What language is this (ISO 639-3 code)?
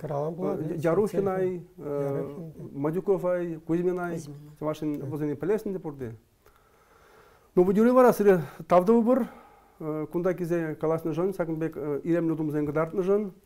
chv